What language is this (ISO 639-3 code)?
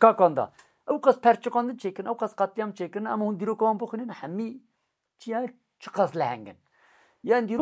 kur